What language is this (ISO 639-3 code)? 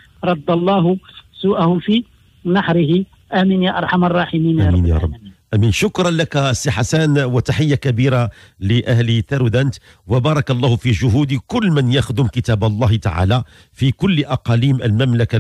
ary